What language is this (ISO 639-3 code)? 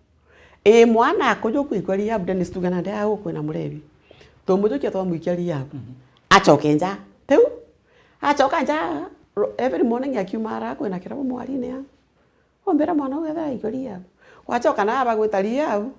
mer